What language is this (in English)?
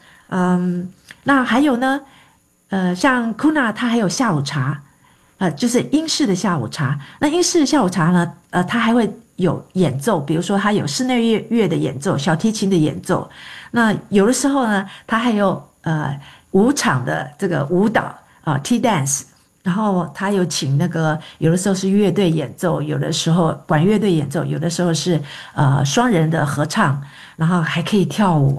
Chinese